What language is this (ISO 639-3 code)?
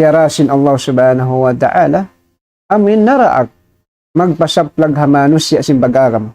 tsg